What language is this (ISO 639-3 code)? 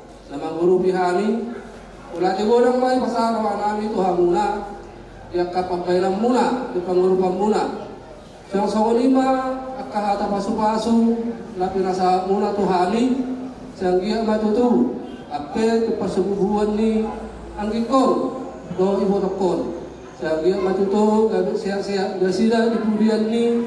bbc